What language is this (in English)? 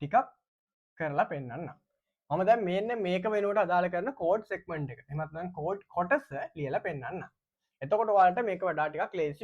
Sinhala